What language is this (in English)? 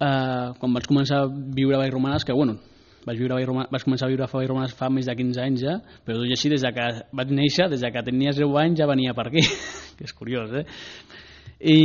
Catalan